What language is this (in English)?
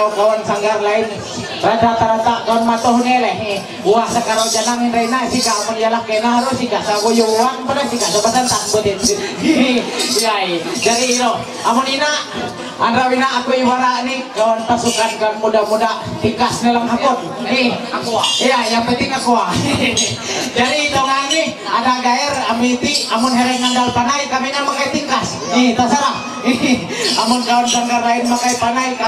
Ma'anyan